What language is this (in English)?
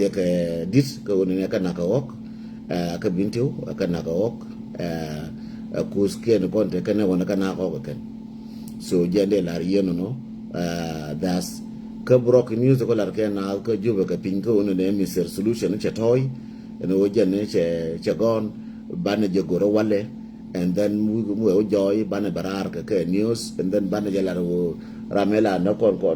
Nuer